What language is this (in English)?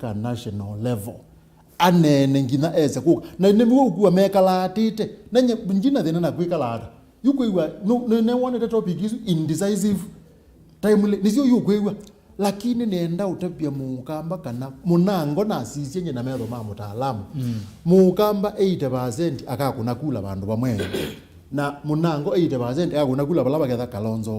Kamba